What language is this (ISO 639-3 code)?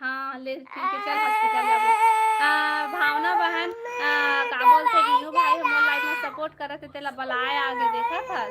hne